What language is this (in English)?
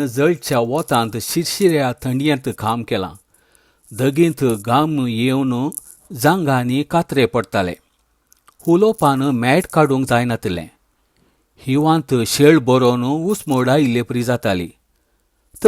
Konkani